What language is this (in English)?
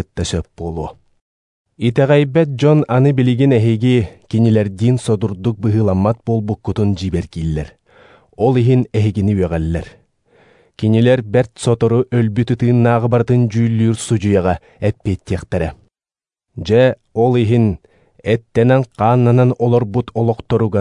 Yakut